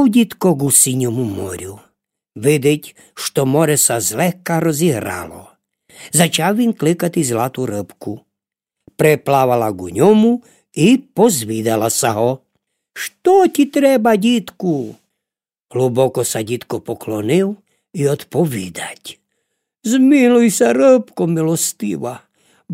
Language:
Rusyn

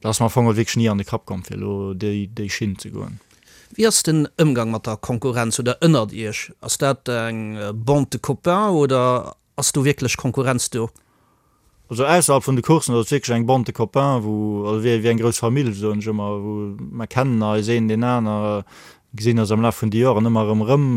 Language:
Luxembourgish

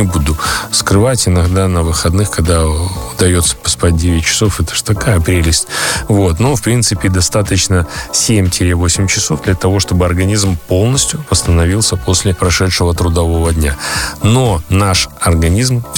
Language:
Russian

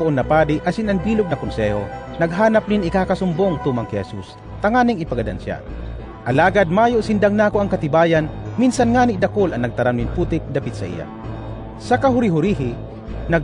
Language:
Bikol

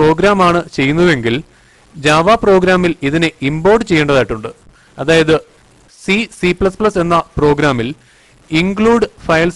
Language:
Malayalam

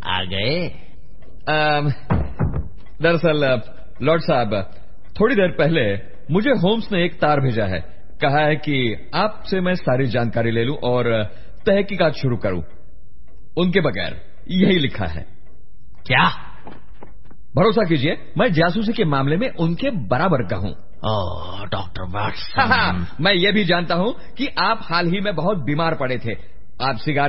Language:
Hindi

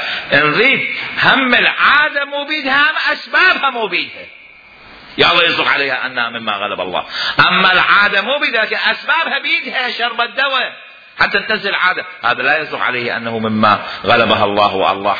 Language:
Mesopotamian Arabic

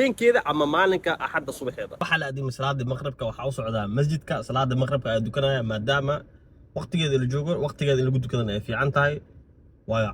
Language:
Somali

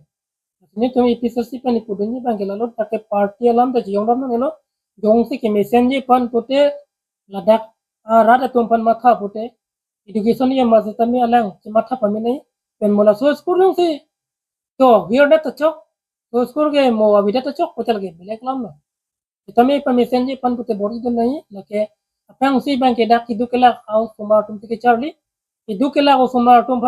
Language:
Karbi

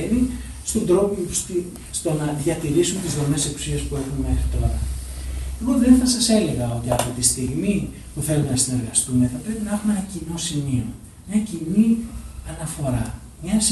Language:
Greek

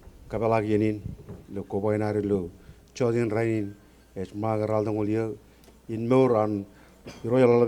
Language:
Marshallese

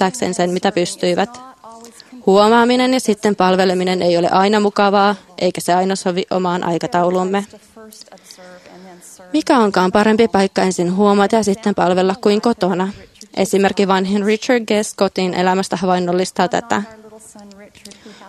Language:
Finnish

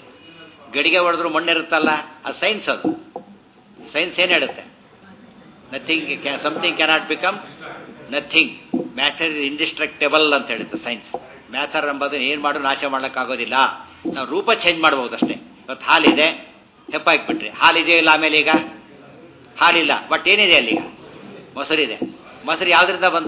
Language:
Kannada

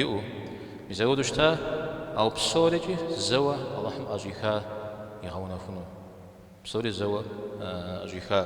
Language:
Kabardian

